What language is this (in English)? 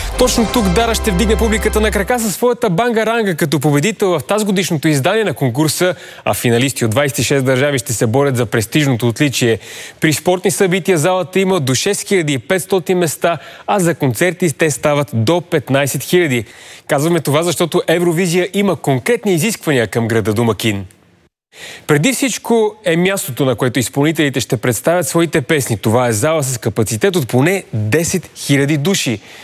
Bulgarian